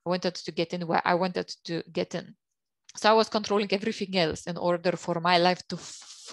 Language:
English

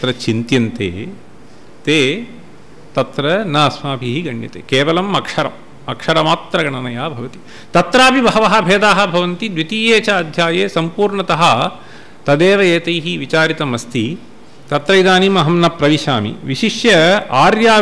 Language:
Sanskrit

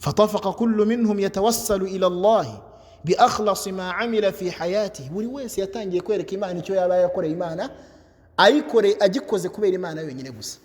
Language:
Kinyarwanda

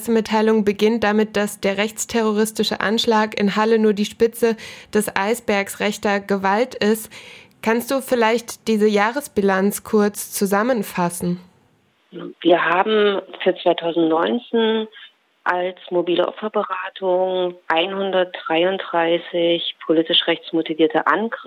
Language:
German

